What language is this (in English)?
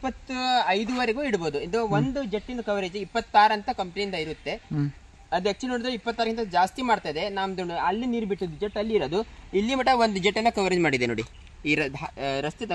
Kannada